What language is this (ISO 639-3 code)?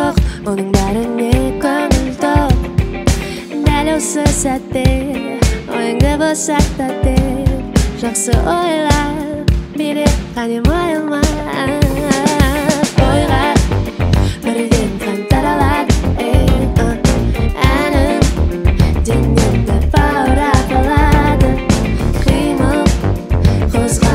kaz